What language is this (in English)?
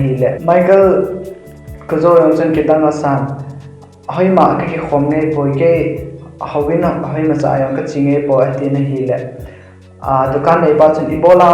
Thado Chin